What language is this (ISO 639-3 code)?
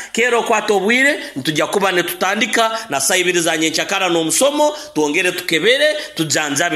nyo